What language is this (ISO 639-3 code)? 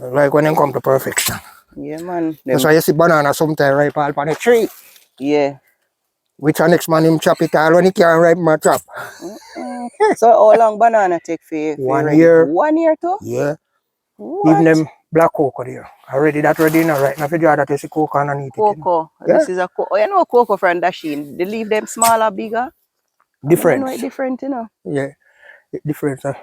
jam